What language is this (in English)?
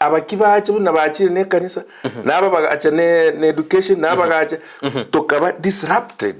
Gusii